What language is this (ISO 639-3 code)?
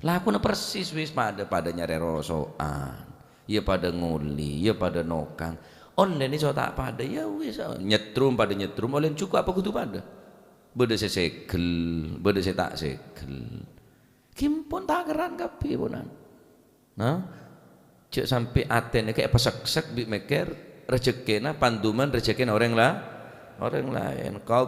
mad